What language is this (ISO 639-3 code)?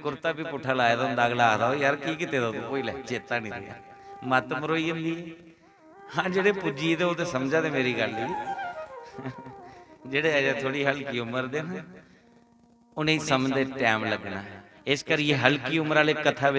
doi